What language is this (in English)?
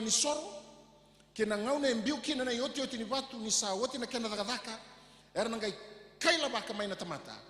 Fijian